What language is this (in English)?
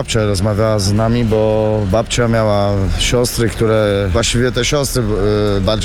Polish